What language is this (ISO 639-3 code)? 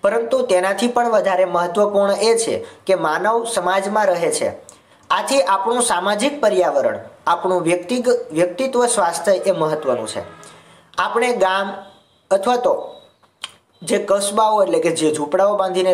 guj